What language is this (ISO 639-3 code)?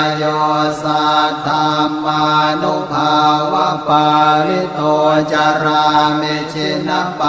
pli